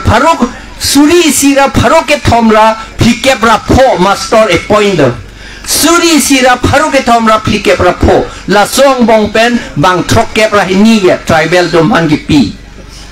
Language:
Karbi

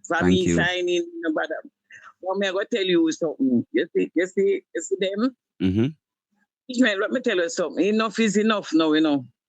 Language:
Jamaican Creole English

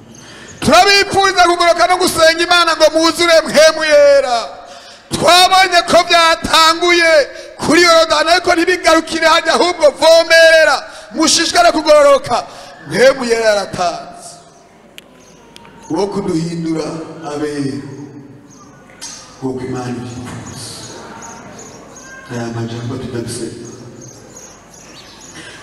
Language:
Rundi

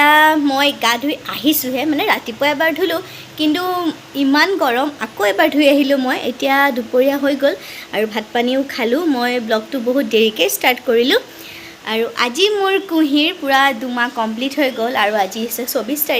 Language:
Assamese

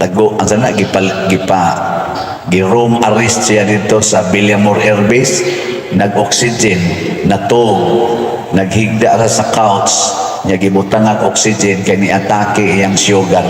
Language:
Cebuano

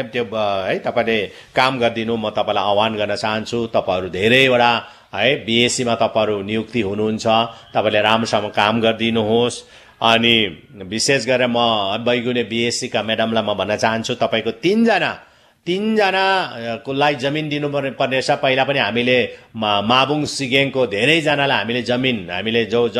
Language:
Nepali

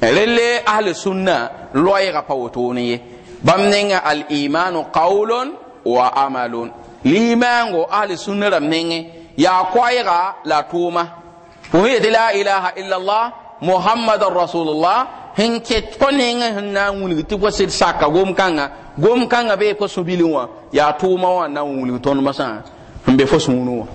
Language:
Mossi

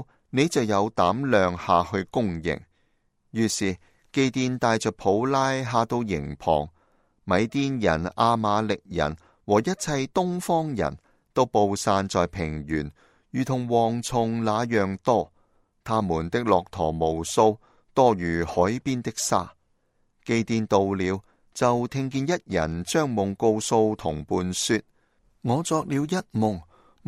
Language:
Cantonese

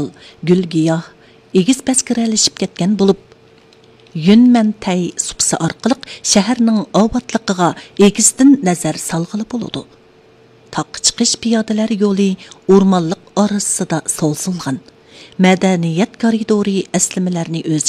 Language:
Uyghur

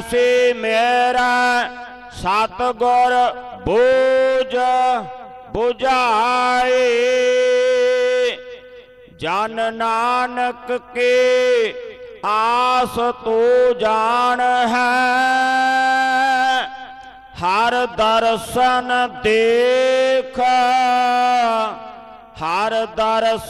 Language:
Punjabi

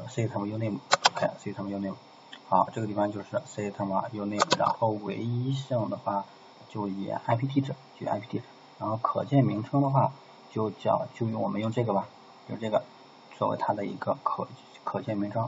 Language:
Chinese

